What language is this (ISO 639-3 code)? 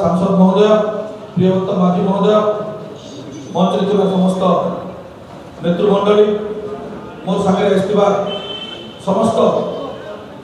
ori